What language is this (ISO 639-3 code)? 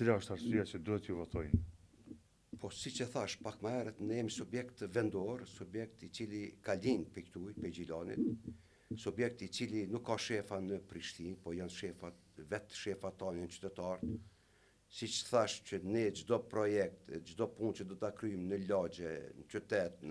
sqi